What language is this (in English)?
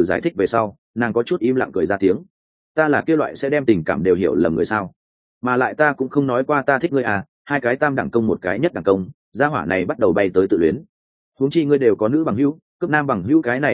Vietnamese